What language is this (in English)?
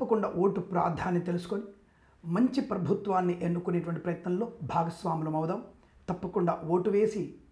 Telugu